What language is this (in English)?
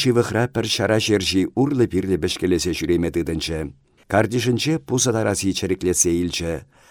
Chuvash